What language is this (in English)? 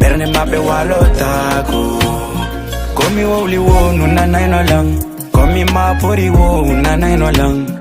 Fula